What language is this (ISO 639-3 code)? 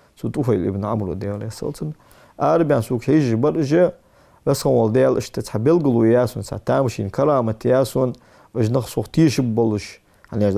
inh